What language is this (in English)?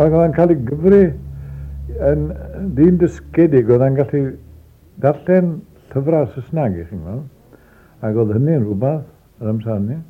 Welsh